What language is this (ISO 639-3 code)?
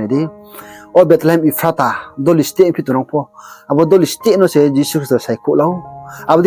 ria